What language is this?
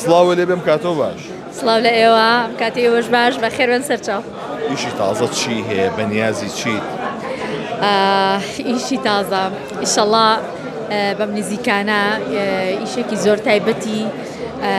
Central Kurdish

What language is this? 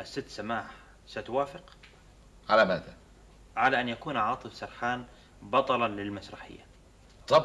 Arabic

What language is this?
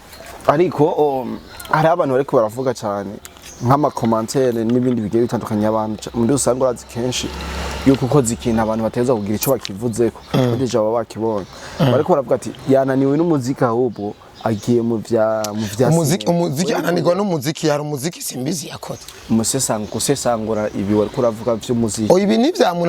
Rundi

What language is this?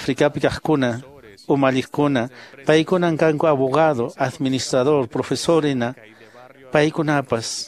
Quechua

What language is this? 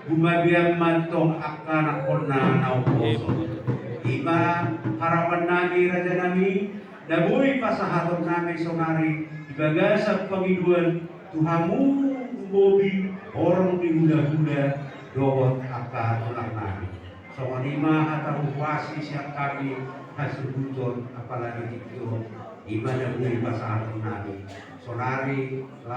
Batak Toba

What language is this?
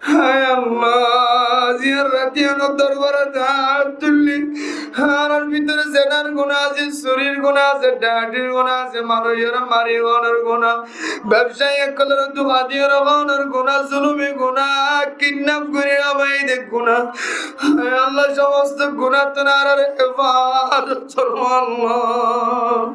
Rohingya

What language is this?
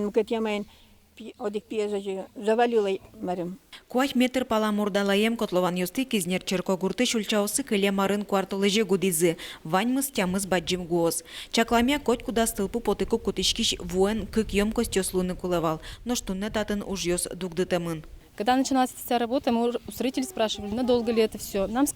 Udmurt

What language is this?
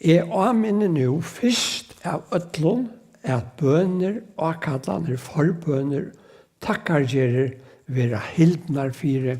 Faroese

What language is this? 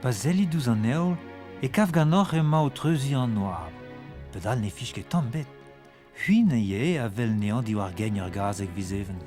Breton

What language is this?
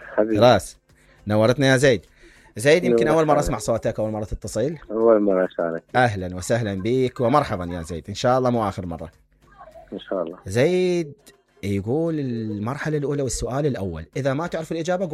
Mesopotamian Arabic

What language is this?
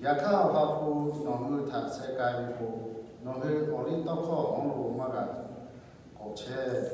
Lahu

